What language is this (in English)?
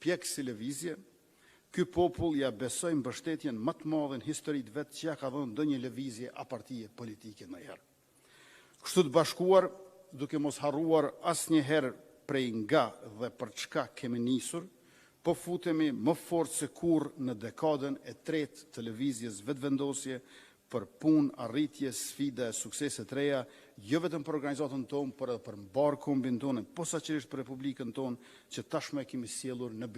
Albanian